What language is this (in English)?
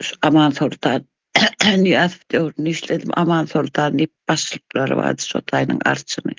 Turkmen